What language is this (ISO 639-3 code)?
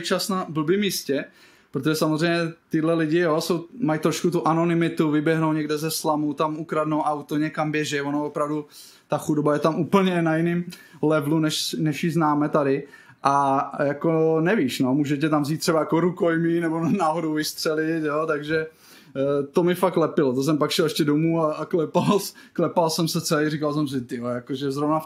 ces